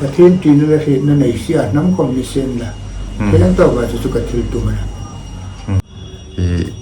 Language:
Hmar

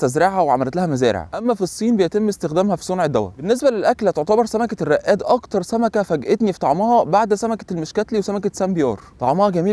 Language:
Egyptian Arabic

